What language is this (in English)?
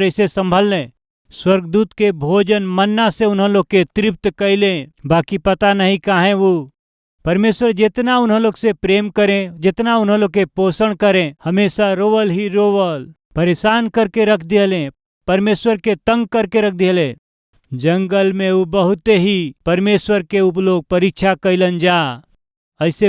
Bhojpuri